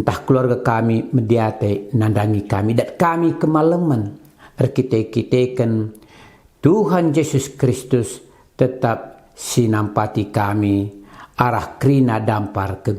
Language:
Batak Karo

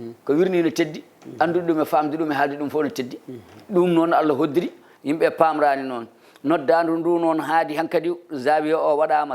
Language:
Fula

